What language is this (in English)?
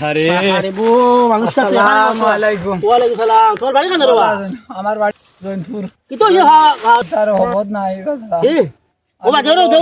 Sylheti